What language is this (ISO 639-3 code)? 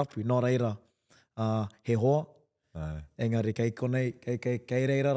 mri